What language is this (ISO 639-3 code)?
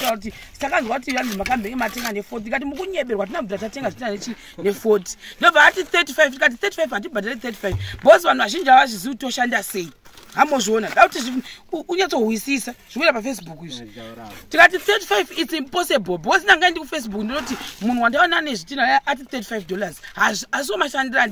sna